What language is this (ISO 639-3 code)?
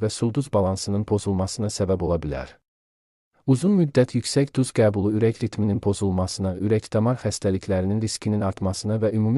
aze